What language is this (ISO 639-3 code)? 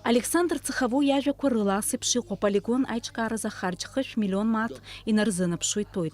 abk